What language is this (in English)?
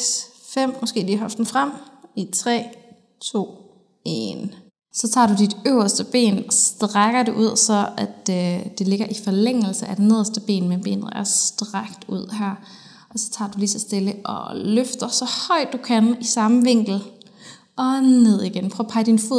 Danish